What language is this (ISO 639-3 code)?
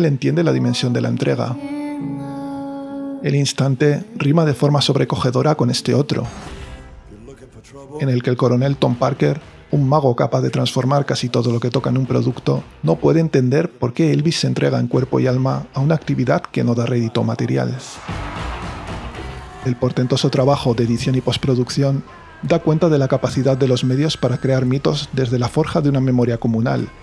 spa